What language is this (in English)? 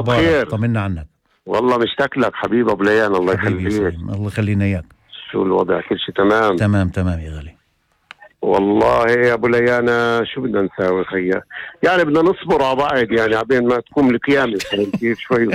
North Levantine Arabic